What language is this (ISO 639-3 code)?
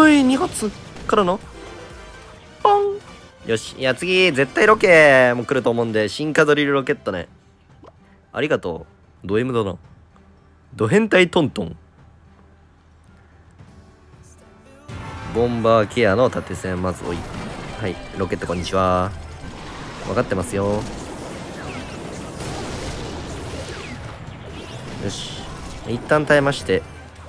jpn